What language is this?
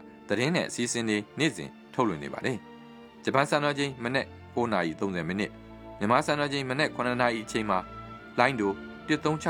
Burmese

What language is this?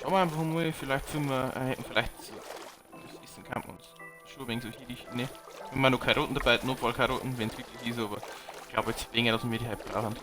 Bavarian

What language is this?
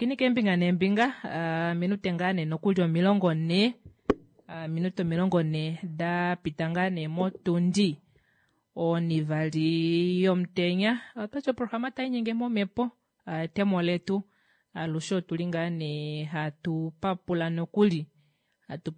Kuanyama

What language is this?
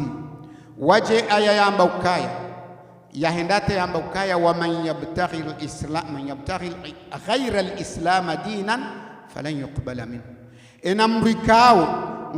Ngazidja Comorian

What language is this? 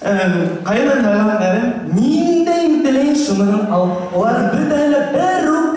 Bashkir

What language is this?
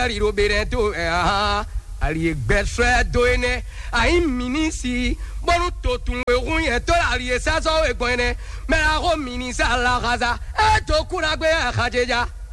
Fon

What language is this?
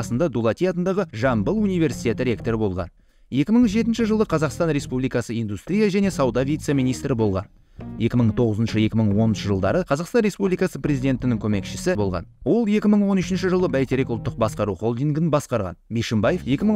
Kazakh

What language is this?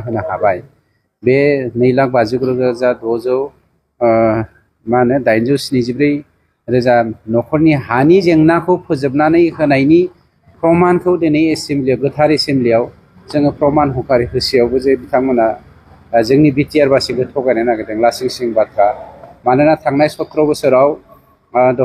Bodo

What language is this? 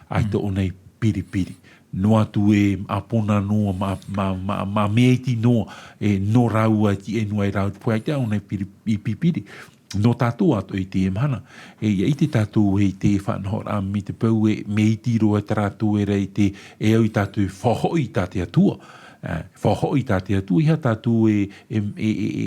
Tahitian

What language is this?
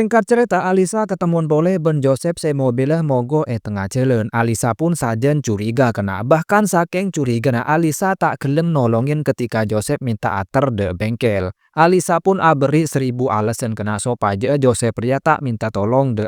Madurese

